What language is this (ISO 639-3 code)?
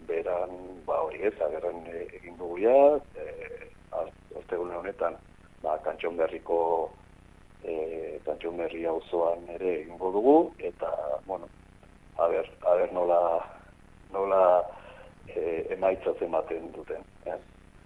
eus